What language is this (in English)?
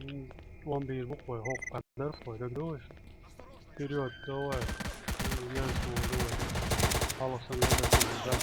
Chechen